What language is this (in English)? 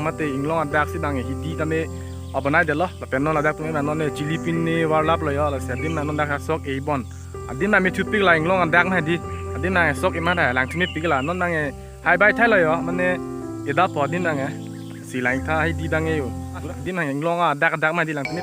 Karbi